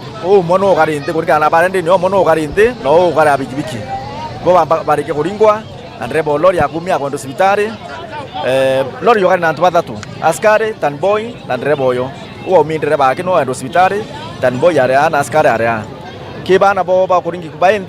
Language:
Meru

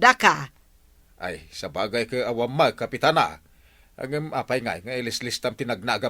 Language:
Iloko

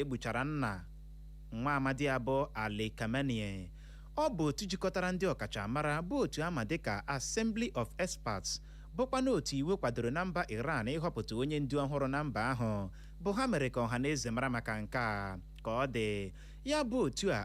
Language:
Igbo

